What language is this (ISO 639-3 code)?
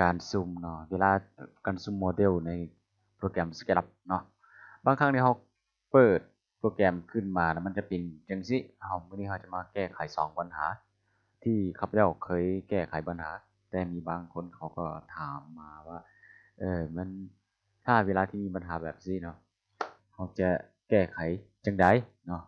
lao